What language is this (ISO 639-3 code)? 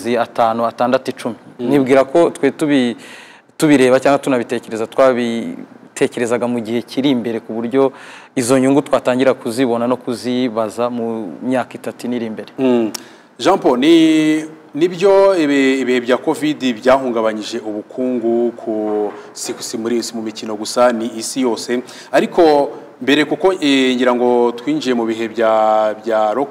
kin